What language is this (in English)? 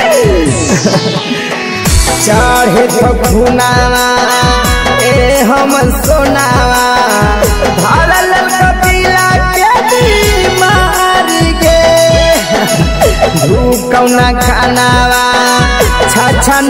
Magahi